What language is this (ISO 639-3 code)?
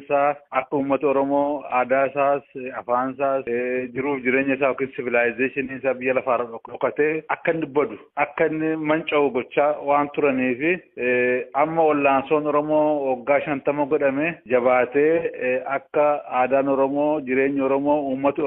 orm